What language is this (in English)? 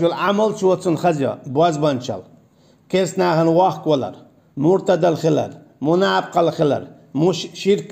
Chechen